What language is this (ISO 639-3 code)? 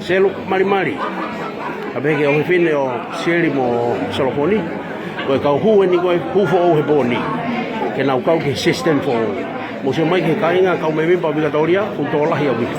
ton